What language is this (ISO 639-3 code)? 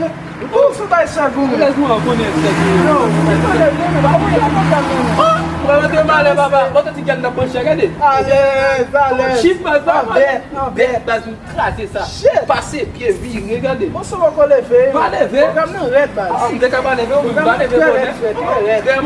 hat